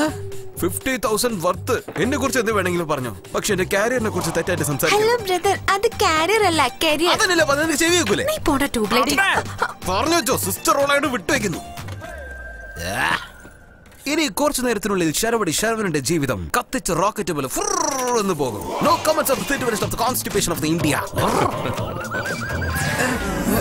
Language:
Malayalam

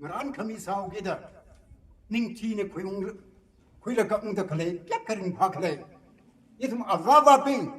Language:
Tangkhul Naga (India)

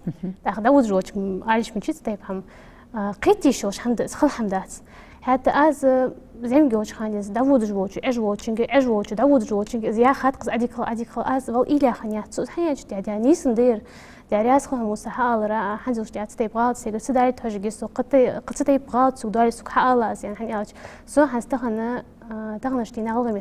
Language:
Ingush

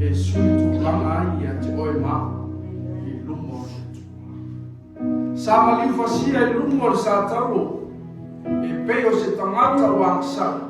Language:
Samoan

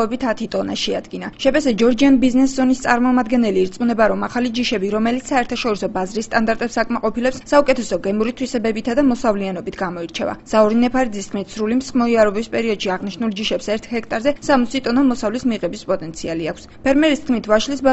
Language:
Georgian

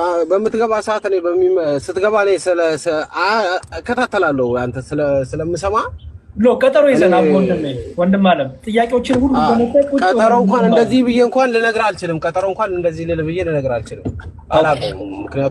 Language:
Amharic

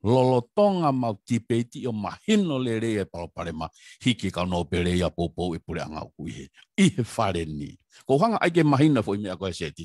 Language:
Tongan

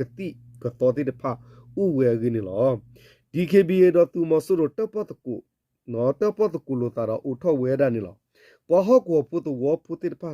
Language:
S'gaw Karen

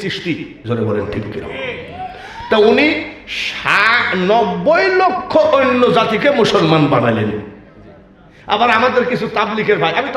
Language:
Bangla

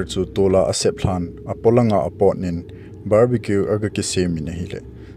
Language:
Thado Chin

